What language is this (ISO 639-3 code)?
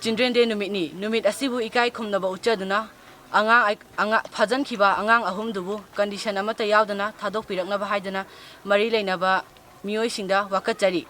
mni